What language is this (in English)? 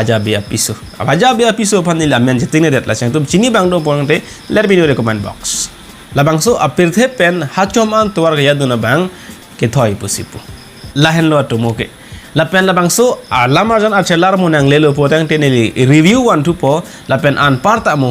Karbi